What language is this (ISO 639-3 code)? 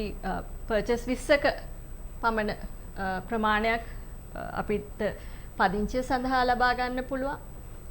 sin